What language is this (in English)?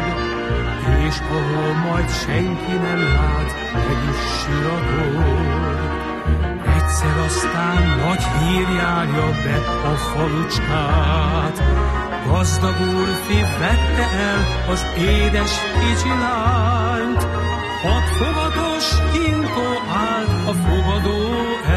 Hungarian